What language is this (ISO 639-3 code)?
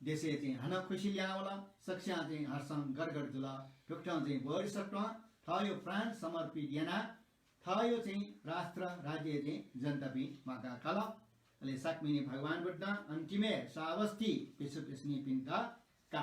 new